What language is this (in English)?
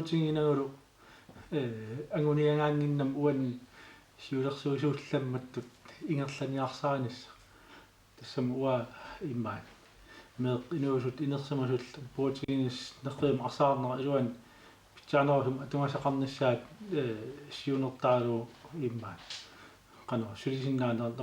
Kalaallisut